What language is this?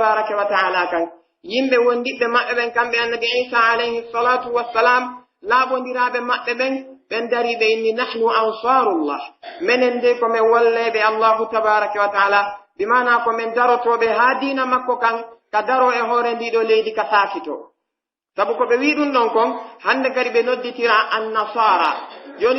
Pular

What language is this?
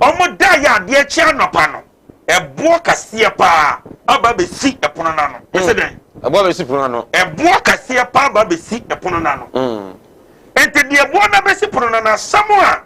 Akan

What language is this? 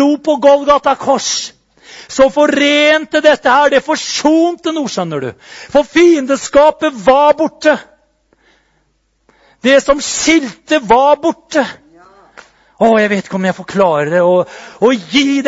Norwegian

